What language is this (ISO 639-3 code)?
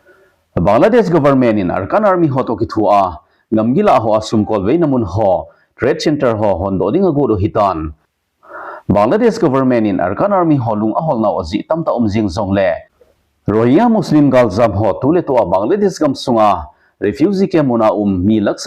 tcz